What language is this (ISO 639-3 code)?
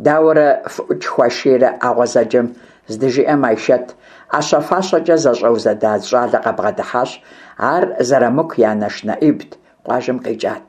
kbd